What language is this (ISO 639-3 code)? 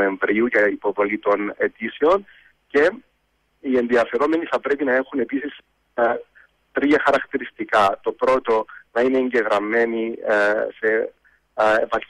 ell